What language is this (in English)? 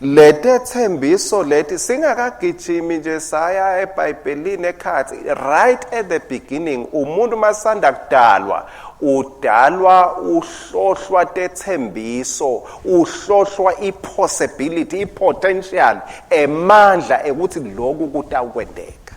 Swati